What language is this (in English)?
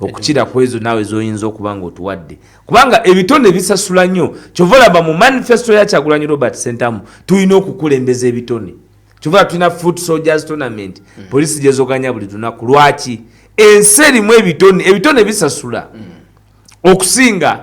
Ganda